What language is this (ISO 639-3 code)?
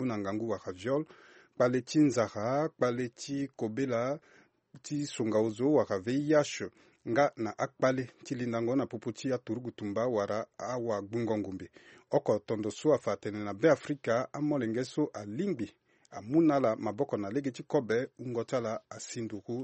sag